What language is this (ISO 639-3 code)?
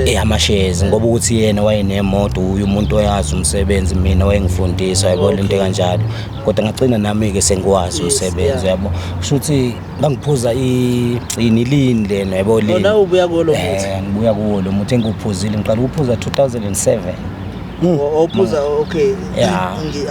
zul